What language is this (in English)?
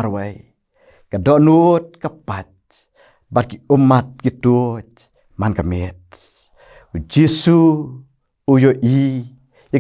Khasi